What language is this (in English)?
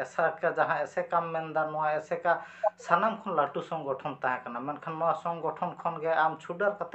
Santali